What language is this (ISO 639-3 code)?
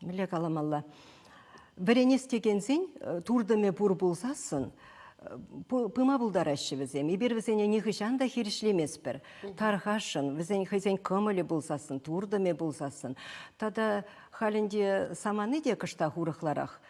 chv